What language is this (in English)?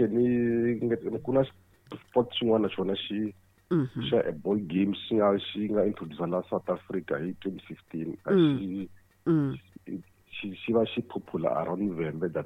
Tsonga